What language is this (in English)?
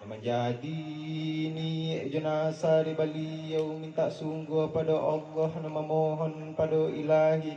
Minangkabau